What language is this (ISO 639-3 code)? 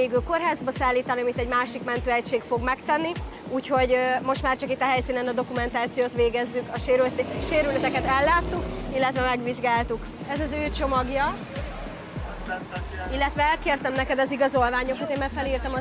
hun